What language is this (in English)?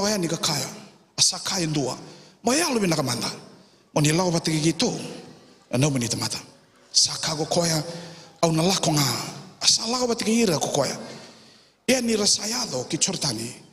Fijian